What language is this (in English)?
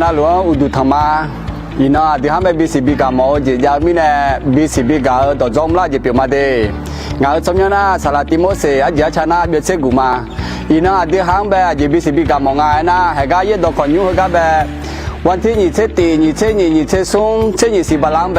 Akha